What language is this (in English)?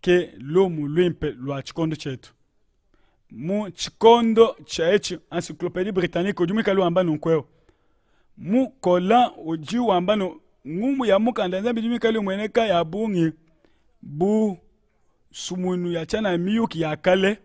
Luba-Lulua